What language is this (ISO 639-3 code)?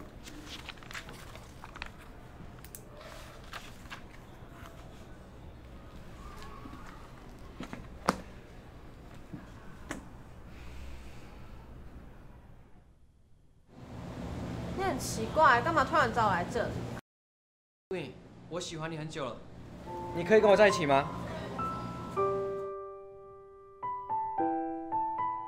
zho